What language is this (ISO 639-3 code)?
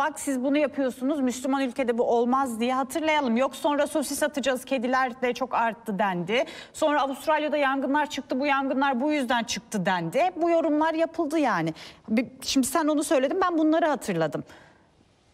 tur